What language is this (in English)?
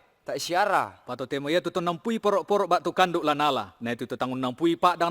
Toraja-Sa'dan